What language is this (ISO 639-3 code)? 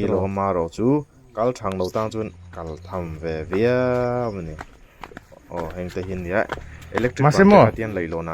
lus